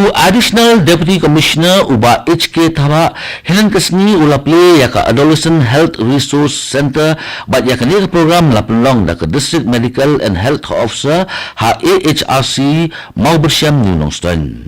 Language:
Khasi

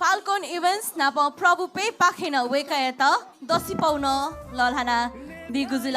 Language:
Newari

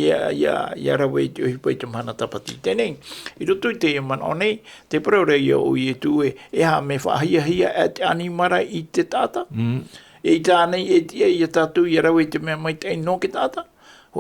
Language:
Tahitian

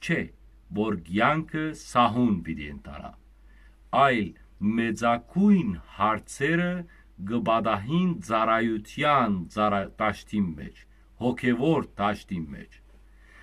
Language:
Western Armenian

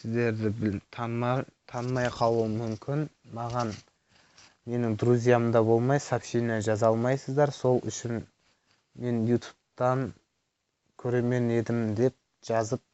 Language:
Kazakh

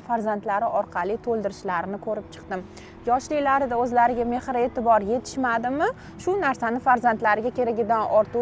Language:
Uzbek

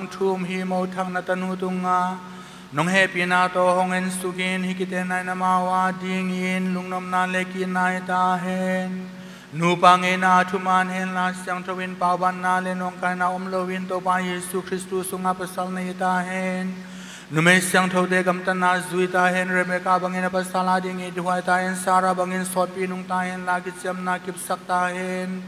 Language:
Tedim Chin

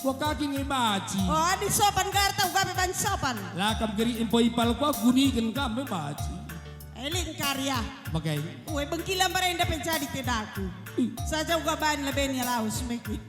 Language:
Batak Karo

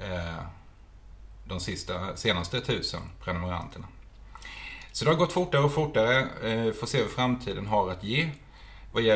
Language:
Swedish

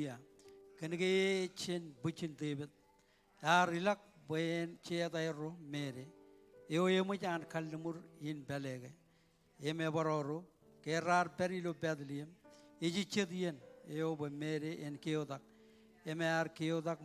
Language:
Marshallese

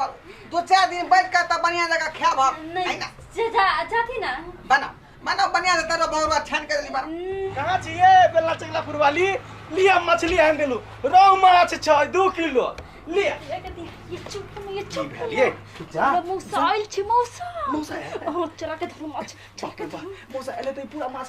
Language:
Maithili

